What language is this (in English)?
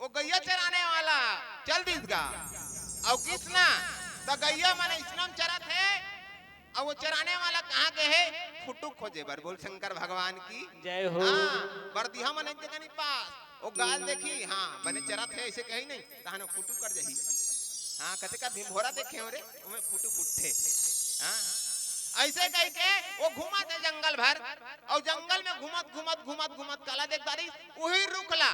Chhattisgarhi